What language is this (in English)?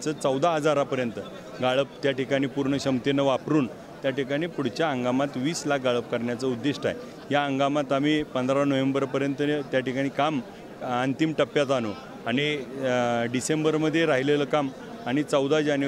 Marathi